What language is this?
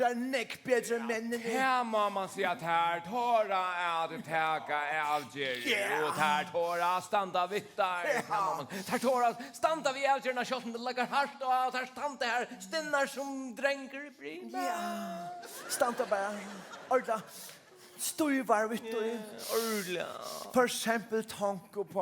Faroese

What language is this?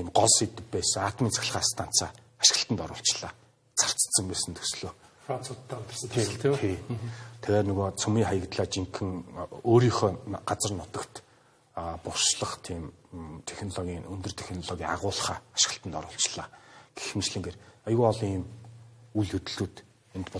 Mongolian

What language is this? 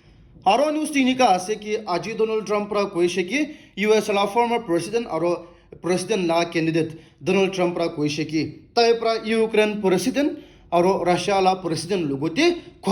Naga Pidgin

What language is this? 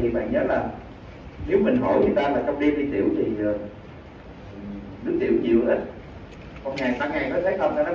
Vietnamese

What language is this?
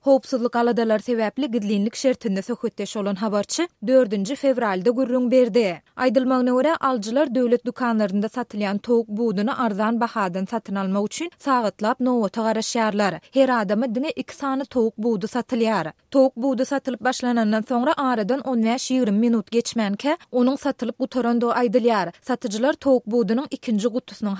Turkmen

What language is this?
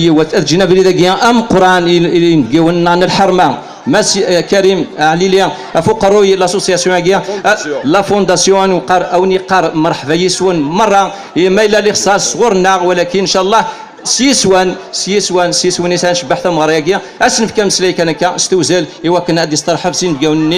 Kabyle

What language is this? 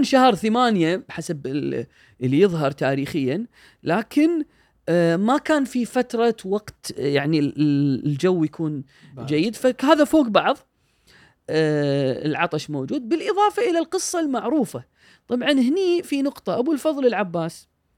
Gulf Arabic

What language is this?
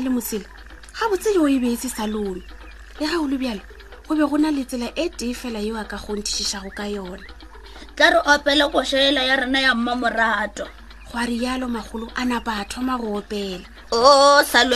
Northern Sotho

